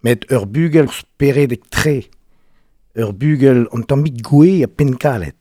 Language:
Breton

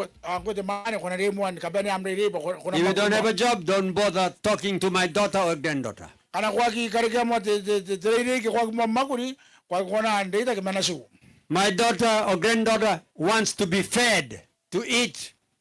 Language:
Gilbertese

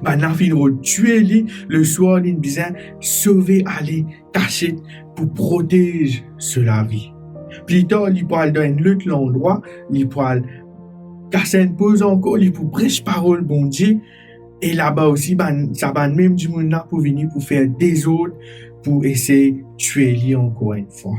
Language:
Morisyen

